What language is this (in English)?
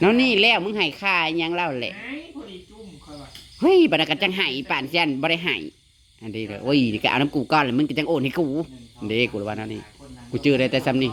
Northeastern Thai